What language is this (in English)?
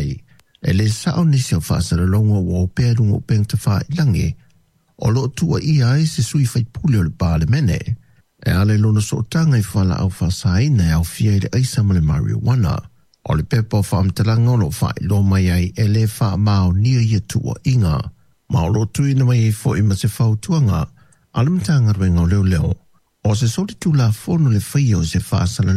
Samoan